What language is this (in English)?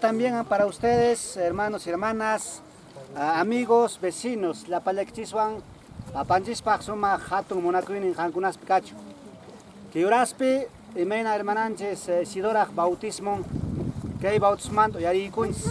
Quechua